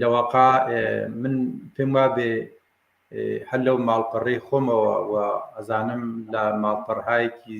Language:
Central Kurdish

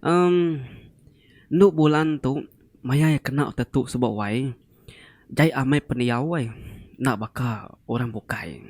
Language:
Iban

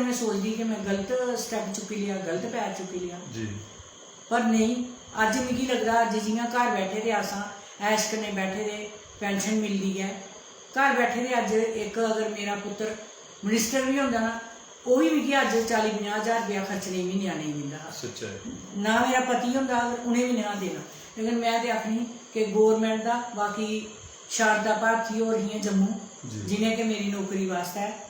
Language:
Dogri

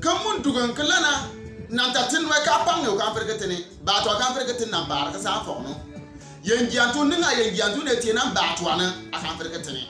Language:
Bimoba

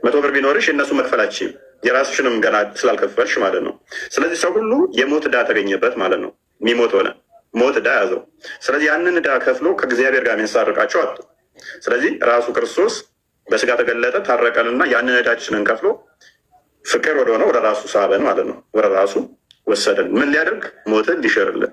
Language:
Amharic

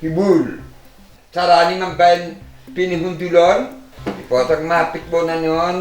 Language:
Batak Simalungun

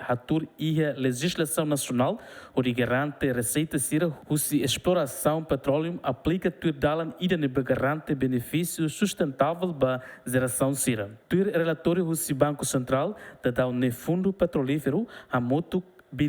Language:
Tetum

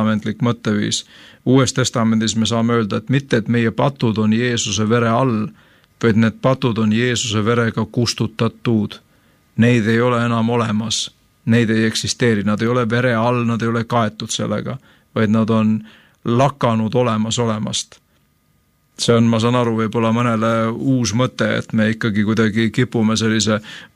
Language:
Estonian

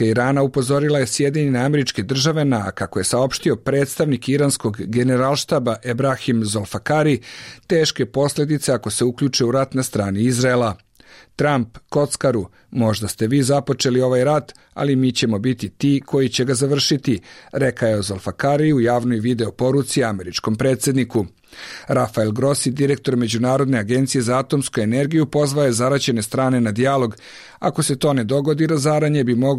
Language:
Bosnian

